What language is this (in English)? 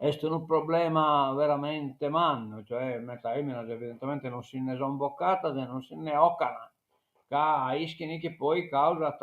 Sardinian